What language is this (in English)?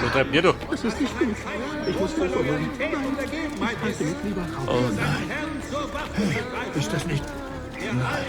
Bavarian